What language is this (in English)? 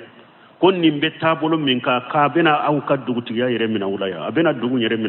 Bambara